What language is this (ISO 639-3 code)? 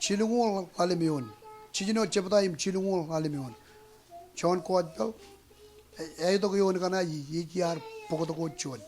mah